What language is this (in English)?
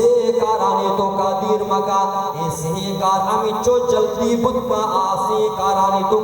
Baluchi